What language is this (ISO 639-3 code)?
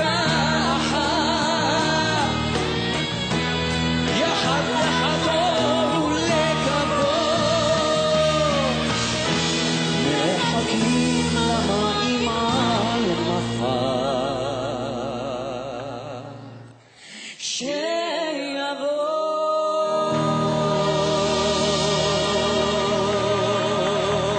heb